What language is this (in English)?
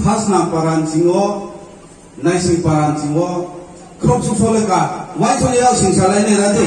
Riang (India)